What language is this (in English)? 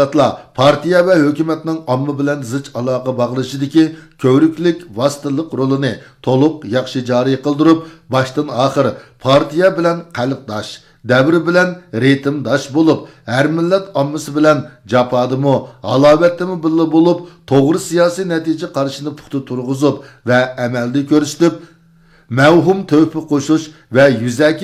Uyghur